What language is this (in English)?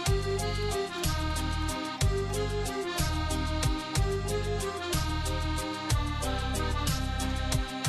Kazakh